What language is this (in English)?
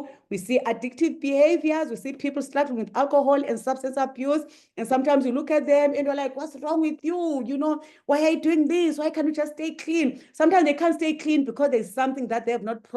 English